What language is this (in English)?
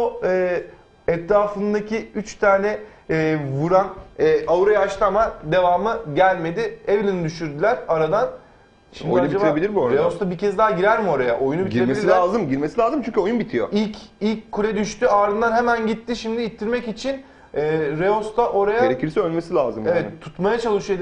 Turkish